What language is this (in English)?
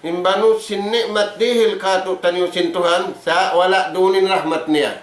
Tausug